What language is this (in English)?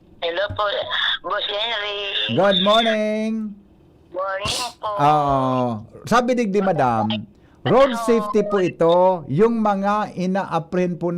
Bikol